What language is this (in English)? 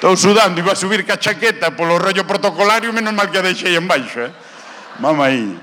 Galician